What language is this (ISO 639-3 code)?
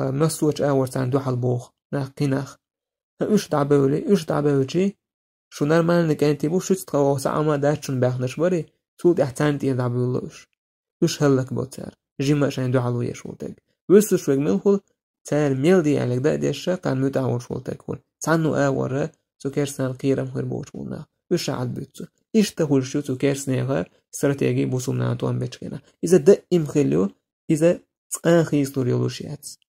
che